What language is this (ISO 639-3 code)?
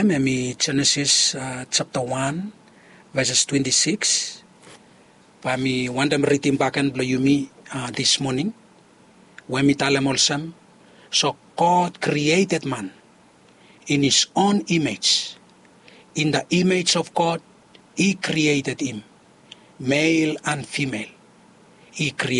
bis